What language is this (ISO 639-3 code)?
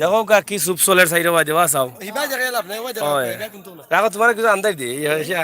syl